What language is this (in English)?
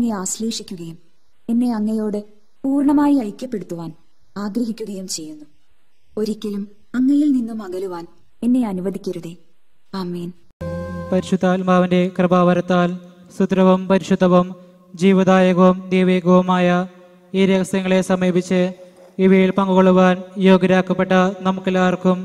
Malayalam